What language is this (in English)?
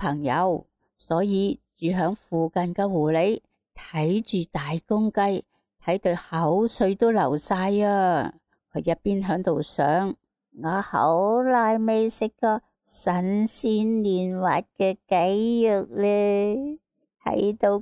Cantonese